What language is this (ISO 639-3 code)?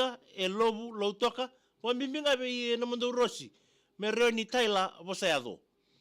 fij